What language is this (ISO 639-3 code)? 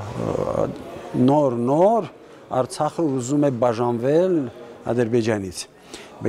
hye